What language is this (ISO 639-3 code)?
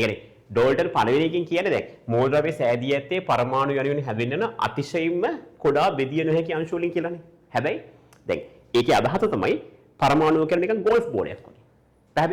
sin